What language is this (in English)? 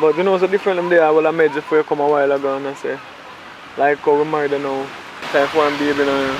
Jamaican Creole English